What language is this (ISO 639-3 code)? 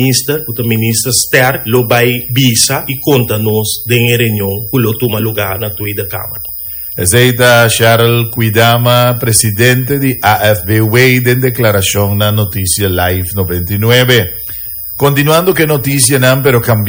pap